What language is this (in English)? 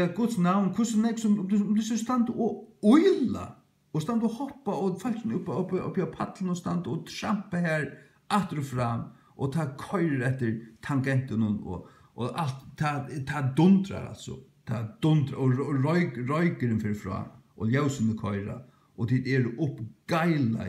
Faroese